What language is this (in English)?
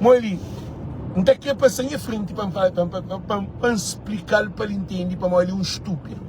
Kabuverdianu